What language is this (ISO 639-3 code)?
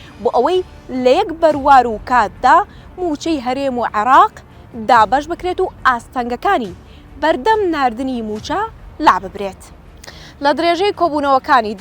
ckb